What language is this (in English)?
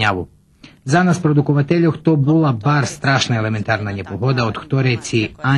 Rusyn